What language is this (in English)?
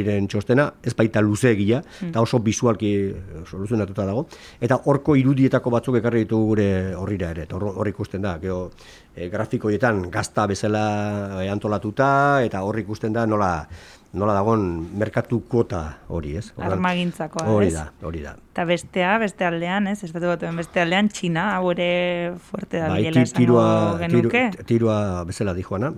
Basque